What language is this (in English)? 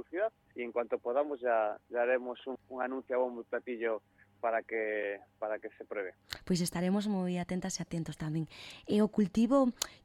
Galician